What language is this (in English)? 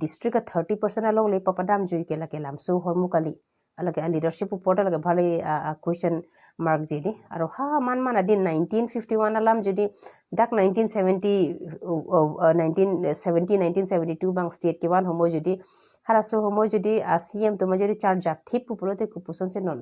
Karbi